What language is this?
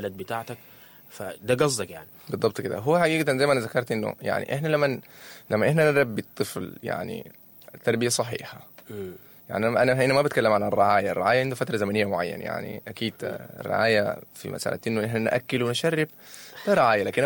Sudanese Arabic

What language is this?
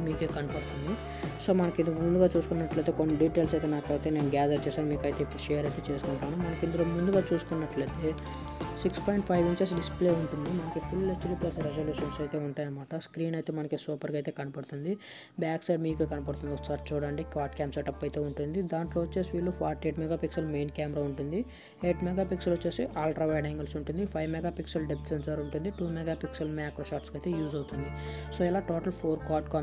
Telugu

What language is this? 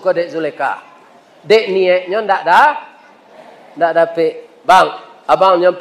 Minangkabau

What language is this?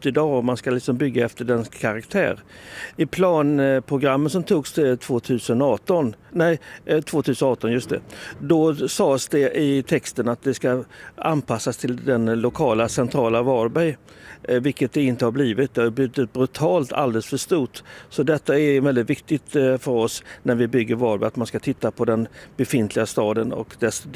Swedish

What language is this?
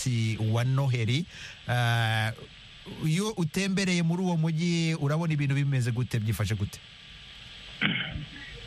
Kinyarwanda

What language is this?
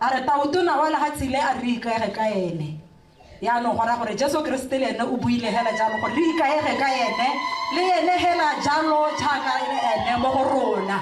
Tswana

